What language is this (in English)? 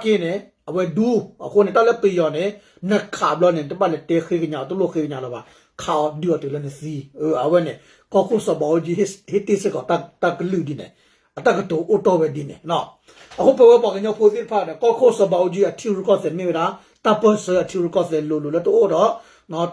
S'gaw Karen